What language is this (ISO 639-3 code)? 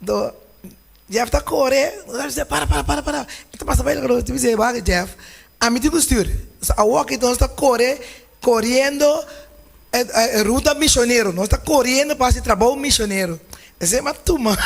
pap